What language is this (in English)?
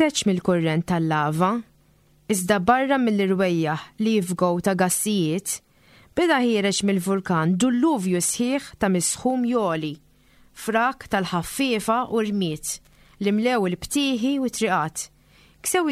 Maltese